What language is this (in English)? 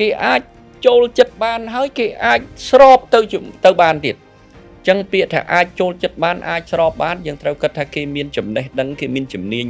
Khmer